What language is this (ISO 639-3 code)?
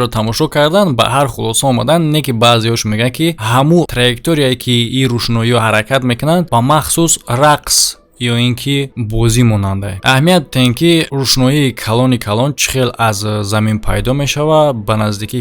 tgk